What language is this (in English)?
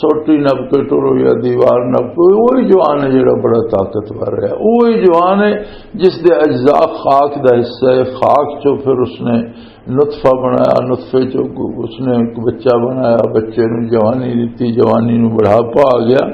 Western Panjabi